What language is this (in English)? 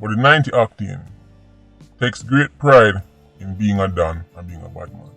Jamaican Creole English